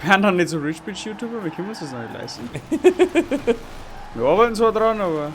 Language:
Bavarian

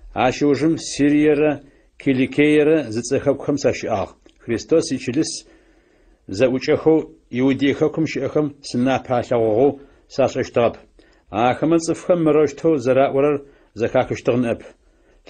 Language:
Adyghe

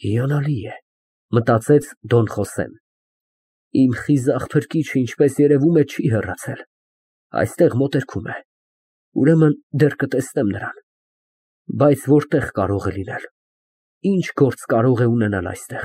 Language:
Armenian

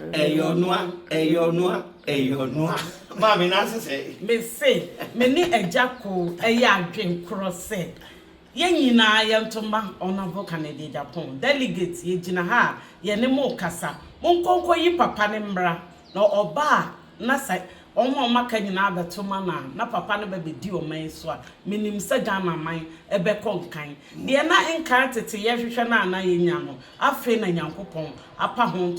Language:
Akan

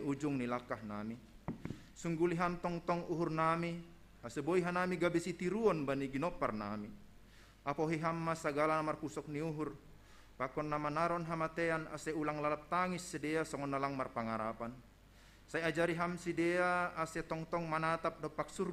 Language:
Batak Simalungun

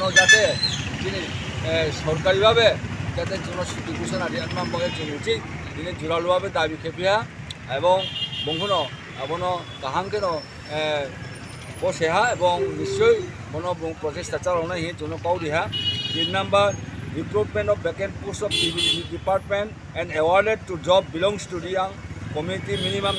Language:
Riang (India)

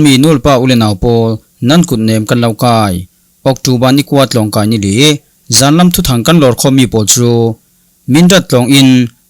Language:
Falam Chin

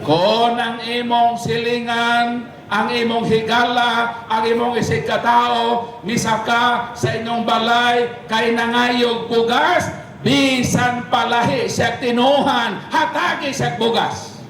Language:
Cebuano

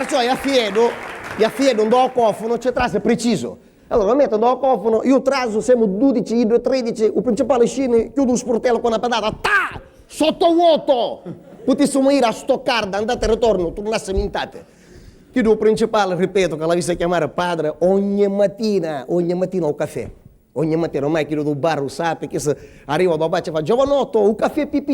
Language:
Sicilian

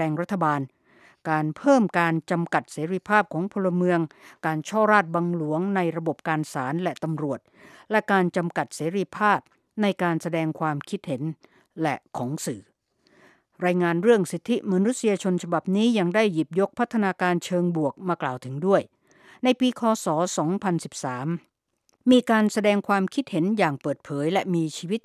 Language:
Thai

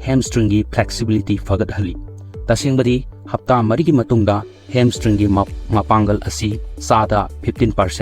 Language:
Manipuri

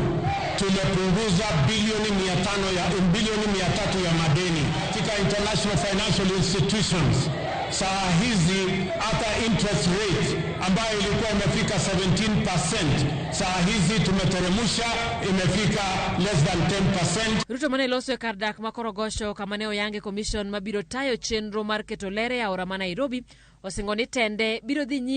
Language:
Luo (Kenya and Tanzania)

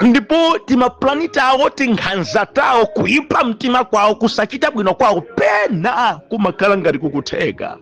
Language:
Nyanja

